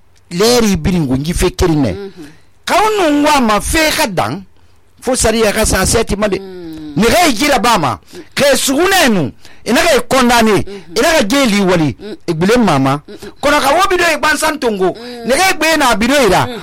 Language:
Susu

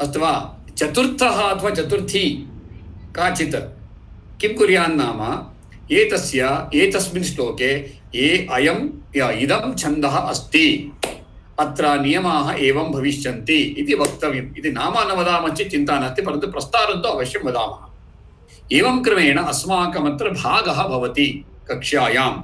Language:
Sanskrit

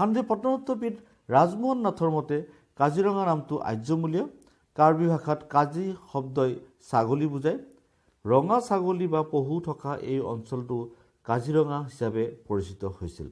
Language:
Assamese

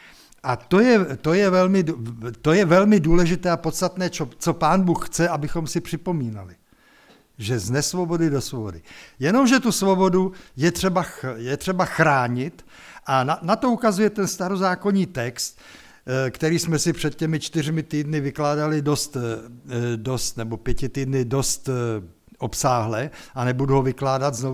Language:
Czech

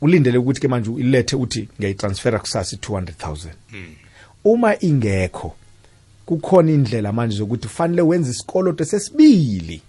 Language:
South Ndebele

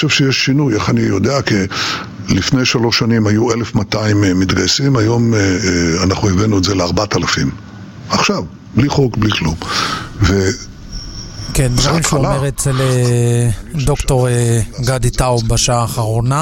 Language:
Hebrew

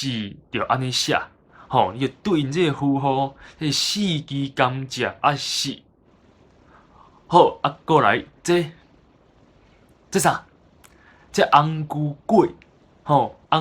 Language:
Min Nan Chinese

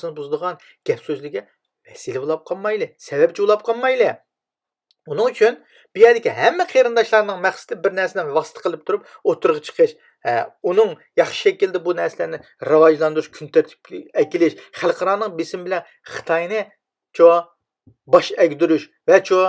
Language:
Uyghur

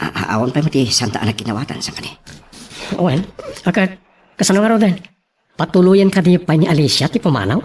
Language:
Iloko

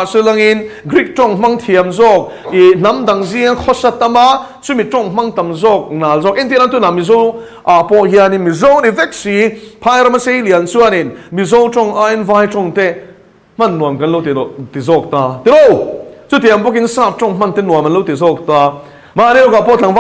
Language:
Mizo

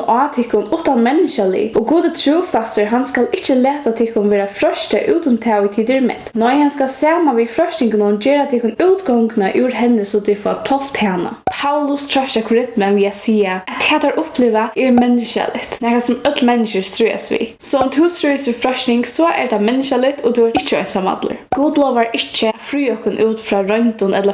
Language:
Faroese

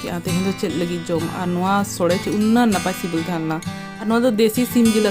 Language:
Santali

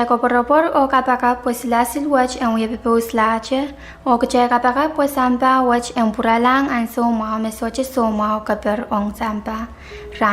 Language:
Pohnpeian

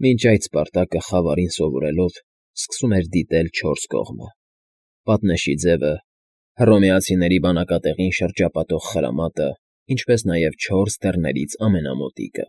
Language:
Armenian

